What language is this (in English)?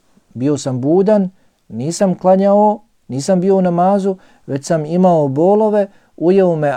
Bosnian